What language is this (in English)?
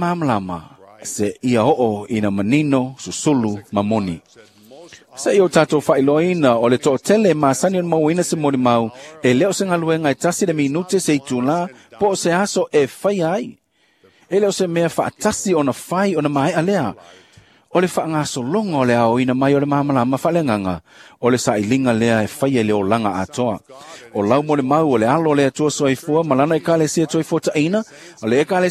Samoan